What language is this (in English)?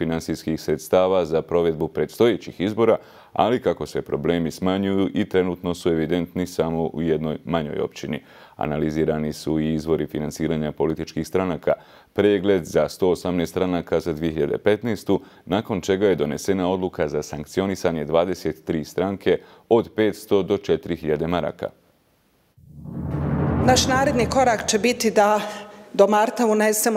Bosnian